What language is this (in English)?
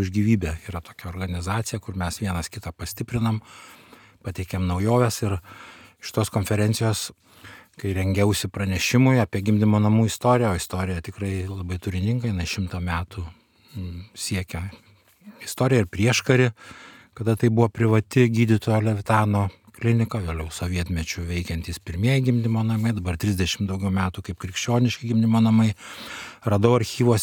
Lithuanian